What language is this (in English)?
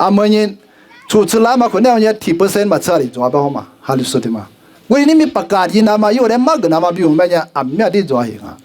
Lisu